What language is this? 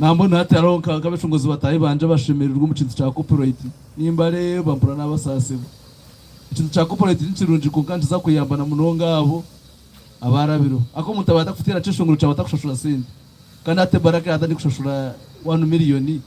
Nyankole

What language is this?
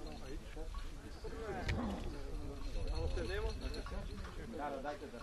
Bulgarian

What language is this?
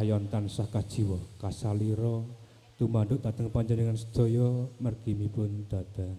Javanese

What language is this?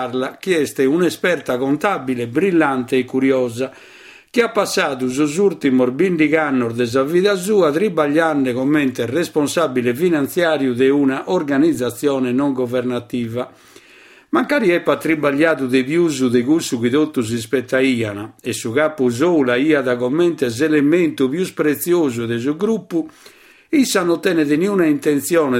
Sardinian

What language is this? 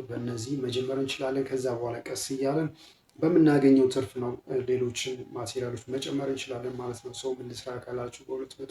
Amharic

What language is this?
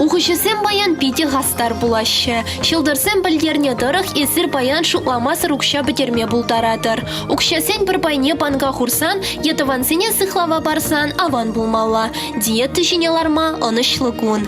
Chuvash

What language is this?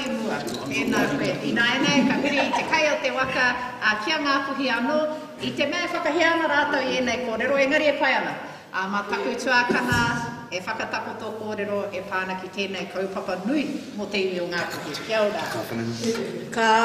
Māori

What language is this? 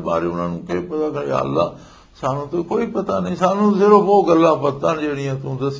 Western Panjabi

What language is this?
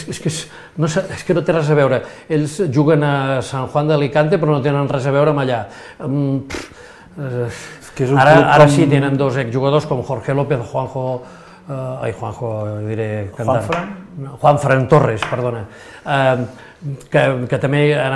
Catalan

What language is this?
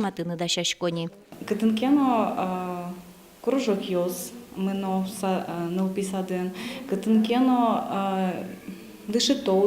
Udmurt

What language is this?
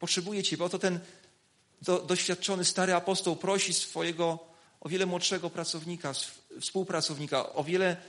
Polish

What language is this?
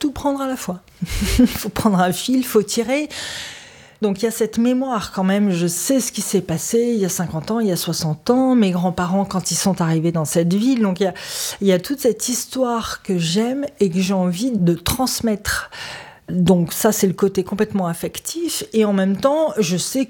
French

